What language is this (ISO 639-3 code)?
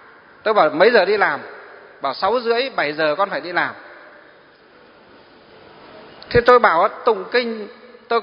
vie